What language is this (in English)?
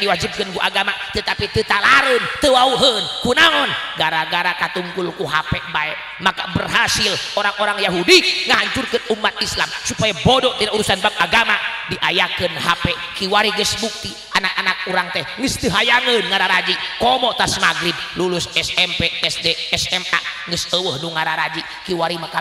Sundanese